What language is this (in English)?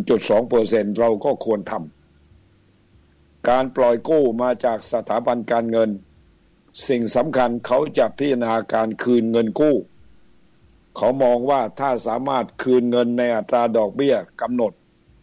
Thai